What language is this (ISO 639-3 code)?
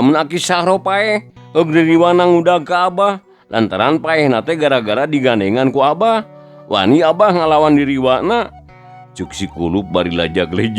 sun